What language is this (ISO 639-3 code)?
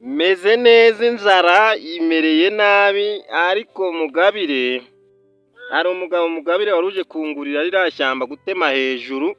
kin